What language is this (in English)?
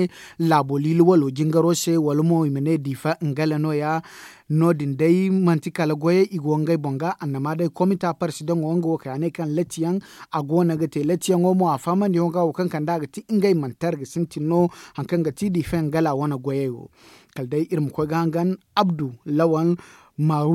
Zarma